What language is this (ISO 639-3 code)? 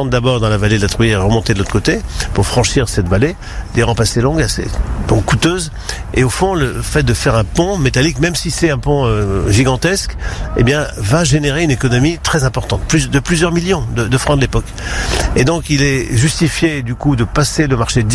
fra